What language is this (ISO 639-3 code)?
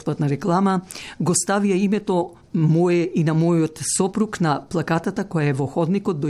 mkd